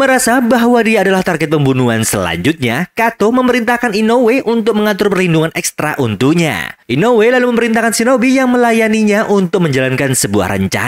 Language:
Indonesian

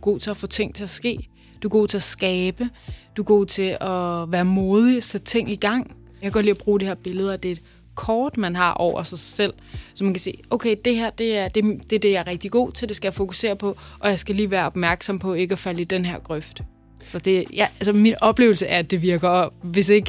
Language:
Danish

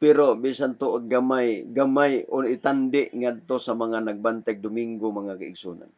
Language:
Cebuano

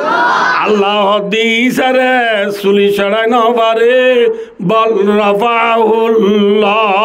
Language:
Rohingya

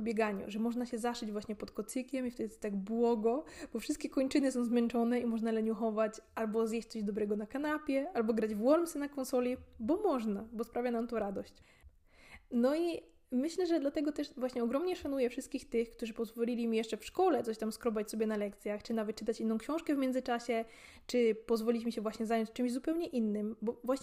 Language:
Polish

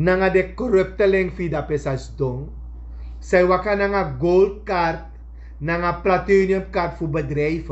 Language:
Sranan Tongo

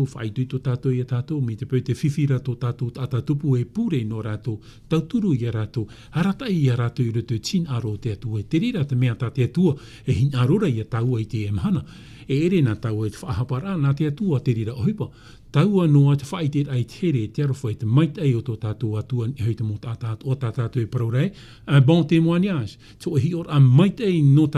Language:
Tahitian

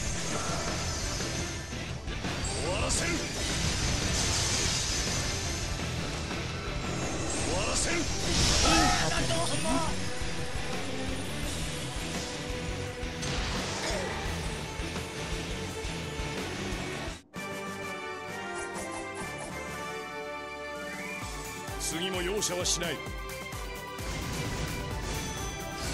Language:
Japanese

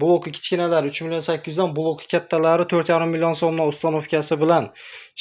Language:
Uzbek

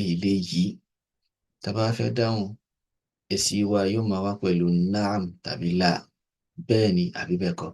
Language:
Yoruba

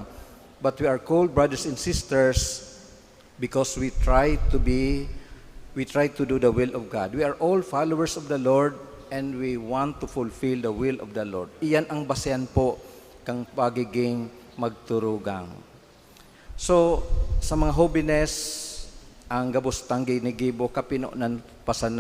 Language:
Bikol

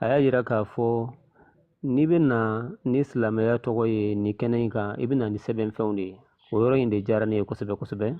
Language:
Bambara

